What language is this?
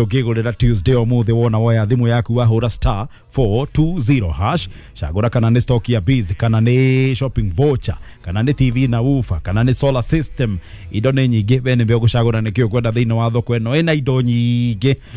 Kikuyu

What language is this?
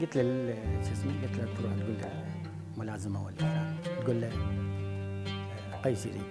Mesopotamian Arabic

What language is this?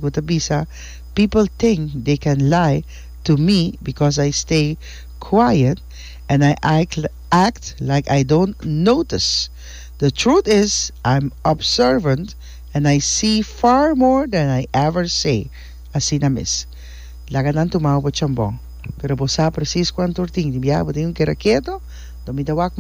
Papiamento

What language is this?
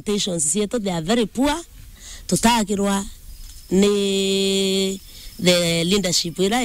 Meru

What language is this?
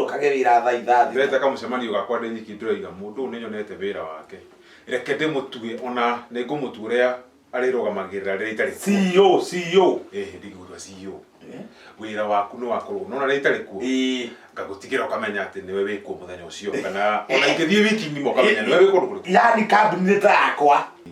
Kikuyu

